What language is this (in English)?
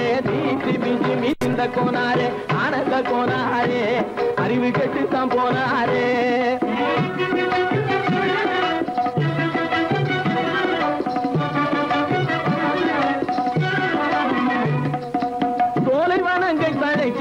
Tamil